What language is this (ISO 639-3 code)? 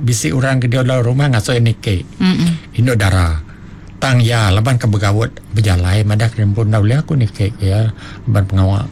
iba